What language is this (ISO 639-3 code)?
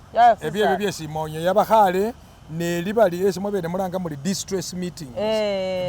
myx